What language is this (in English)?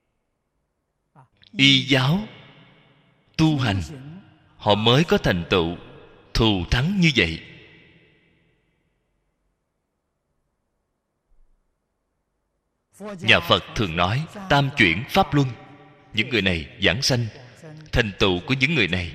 Vietnamese